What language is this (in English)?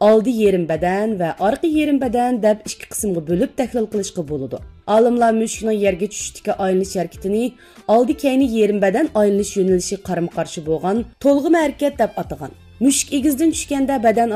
Uyghur